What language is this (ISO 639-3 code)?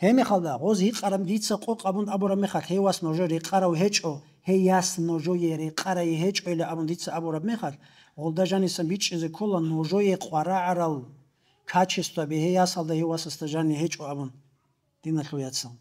ava